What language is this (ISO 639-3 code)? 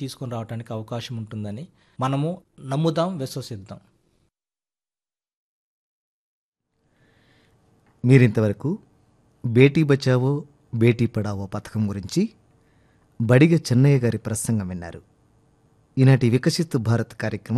tel